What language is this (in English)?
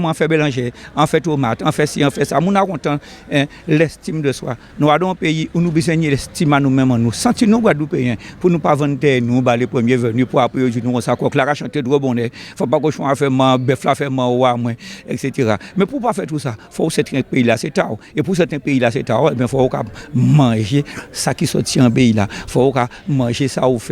Guadeloupean Creole French